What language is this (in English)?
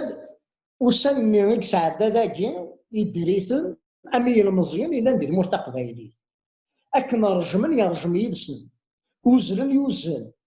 Kabyle